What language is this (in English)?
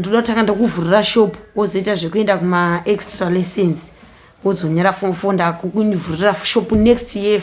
Shona